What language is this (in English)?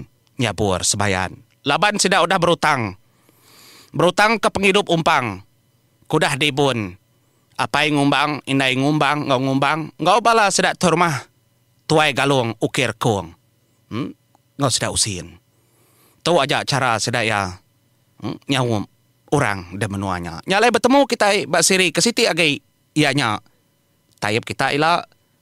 Iban